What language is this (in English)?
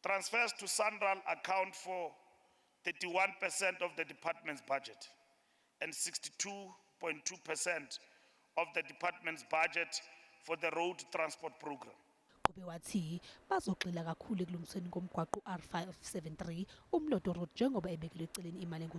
Zulu